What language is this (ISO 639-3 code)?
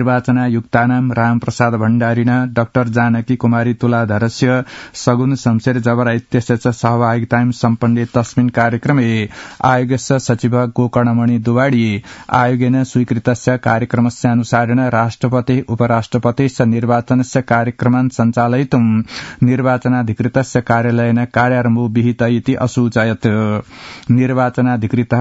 san